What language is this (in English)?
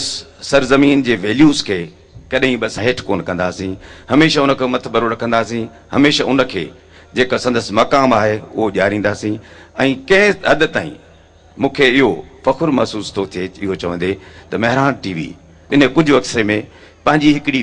Sindhi